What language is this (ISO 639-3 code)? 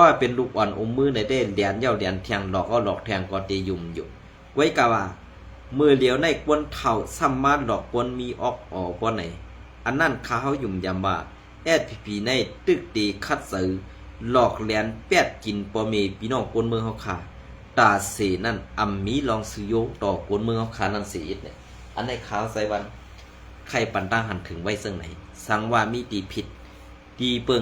shn